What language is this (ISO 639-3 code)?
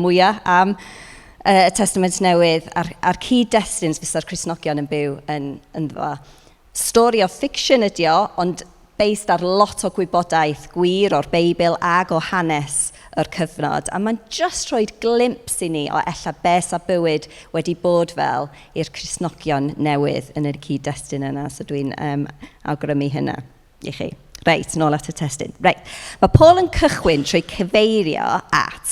cym